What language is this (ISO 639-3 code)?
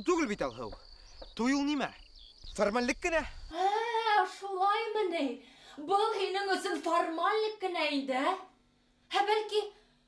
bak